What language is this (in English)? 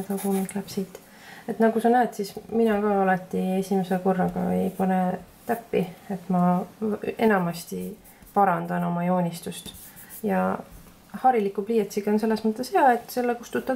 Estonian